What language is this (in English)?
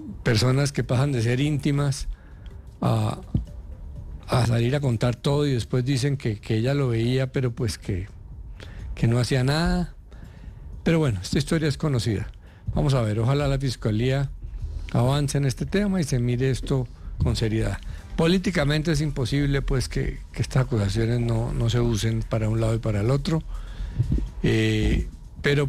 Spanish